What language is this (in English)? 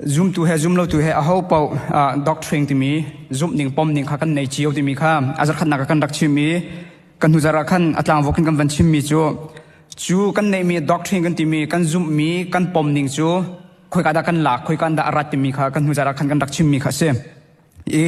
Hakha Chin